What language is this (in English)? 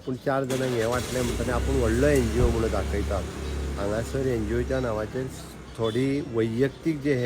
Konkani